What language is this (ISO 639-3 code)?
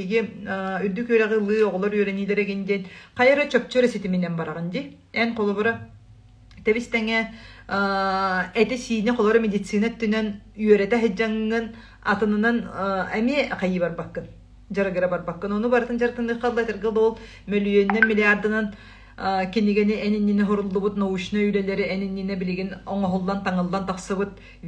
sah